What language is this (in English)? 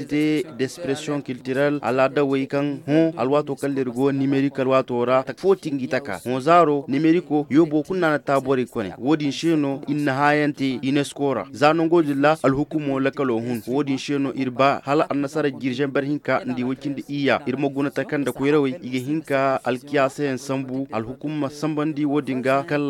Koyraboro Senni